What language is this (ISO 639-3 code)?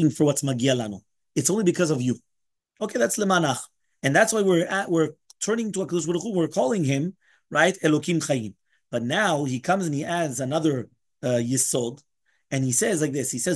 eng